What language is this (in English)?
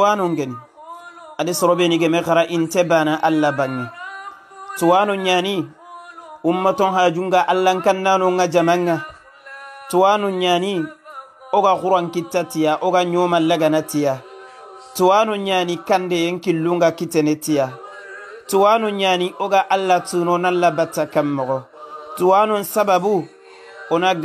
Soninke